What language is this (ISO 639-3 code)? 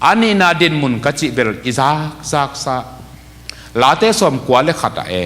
ctd